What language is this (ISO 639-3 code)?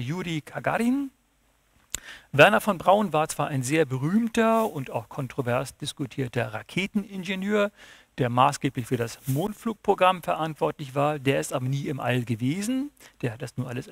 deu